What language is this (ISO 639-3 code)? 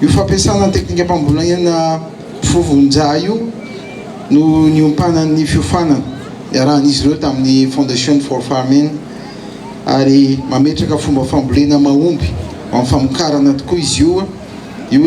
mlg